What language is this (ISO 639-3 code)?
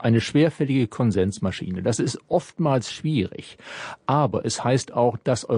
deu